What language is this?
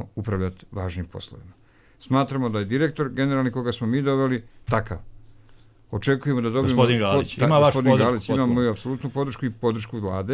Serbian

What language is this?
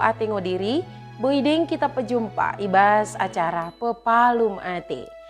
Batak Dairi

